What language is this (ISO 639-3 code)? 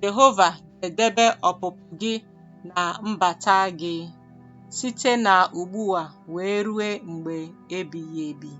ibo